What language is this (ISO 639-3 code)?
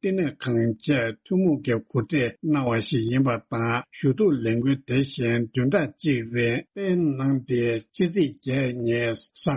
bod